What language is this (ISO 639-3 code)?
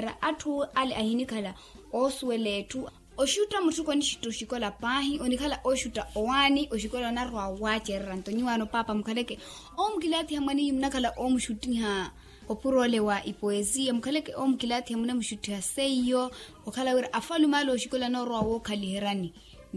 vmw